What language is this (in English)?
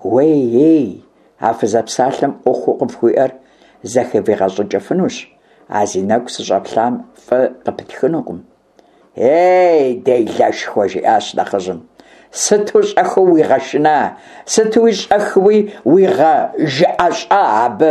Kabardian